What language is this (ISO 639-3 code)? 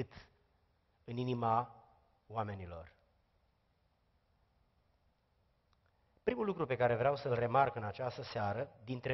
ron